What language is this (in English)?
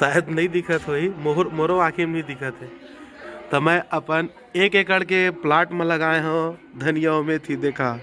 Chhattisgarhi